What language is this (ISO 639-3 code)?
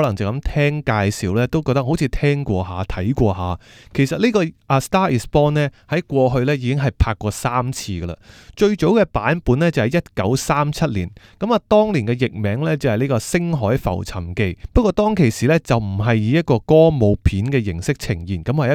yue